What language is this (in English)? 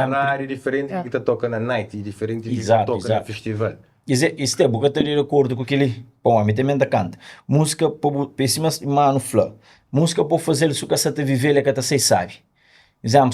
Kabuverdianu